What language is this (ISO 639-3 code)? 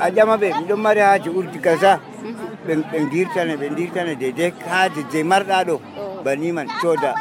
fuv